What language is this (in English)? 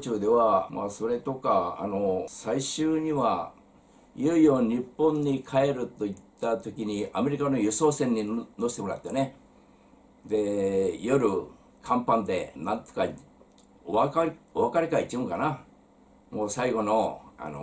Japanese